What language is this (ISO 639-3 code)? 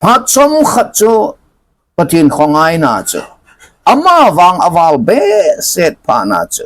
tcz